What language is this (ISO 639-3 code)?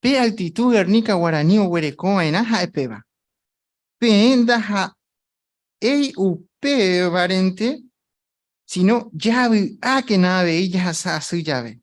grn